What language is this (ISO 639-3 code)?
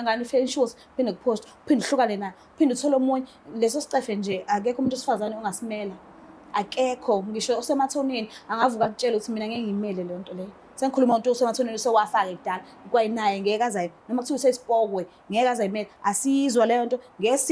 zul